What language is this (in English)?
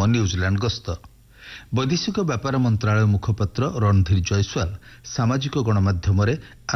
Odia